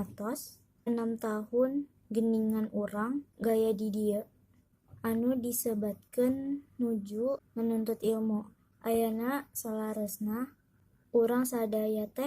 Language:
Sundanese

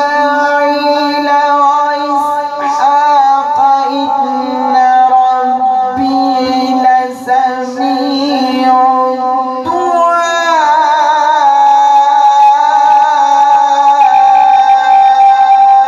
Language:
Arabic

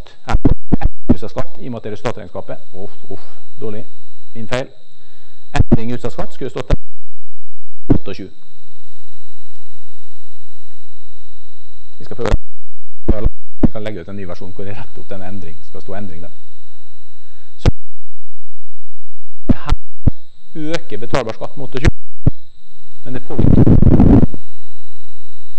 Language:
Norwegian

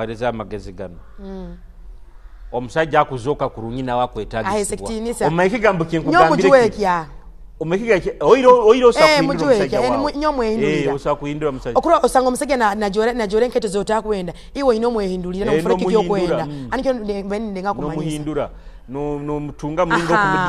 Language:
Tooro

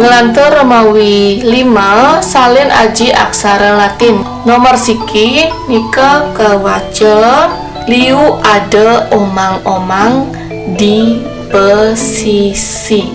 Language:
Balinese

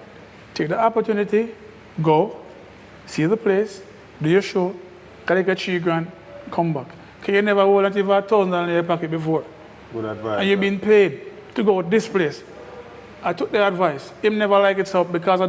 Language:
Jamaican Creole English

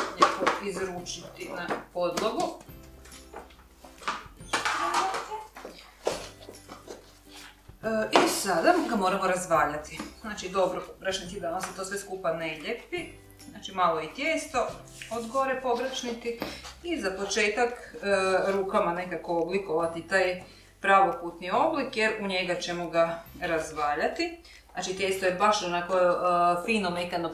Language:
Croatian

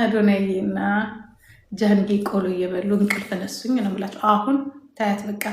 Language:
Amharic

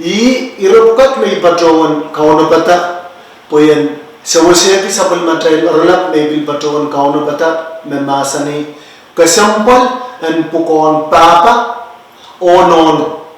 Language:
Pohnpeian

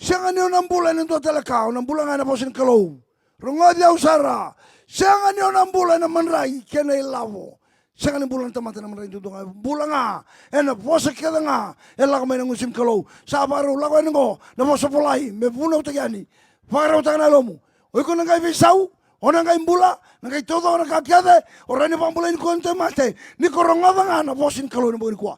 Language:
Fijian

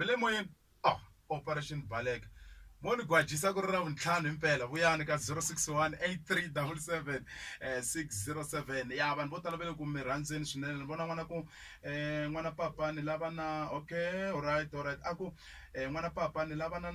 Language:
Tsonga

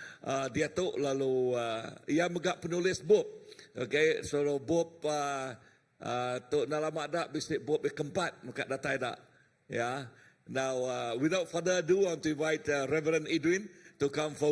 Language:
Iban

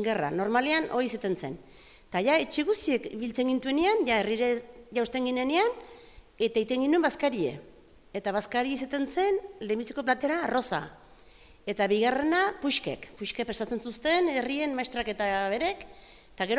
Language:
Basque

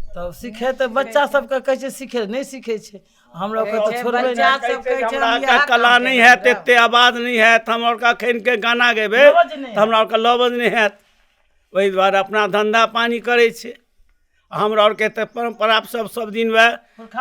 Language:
Maithili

